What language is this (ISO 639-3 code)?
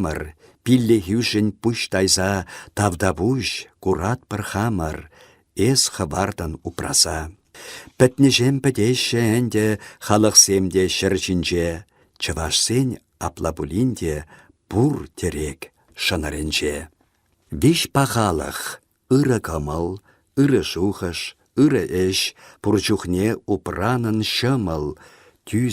chv